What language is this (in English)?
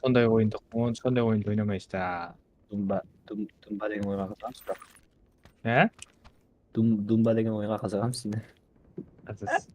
Kara-Kalpak